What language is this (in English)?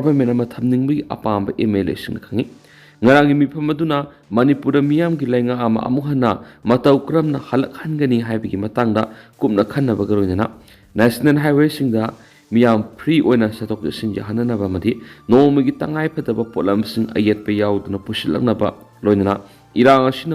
Manipuri